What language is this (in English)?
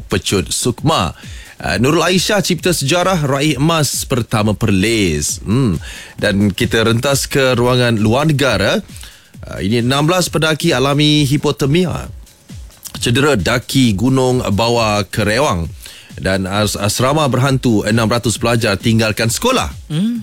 Malay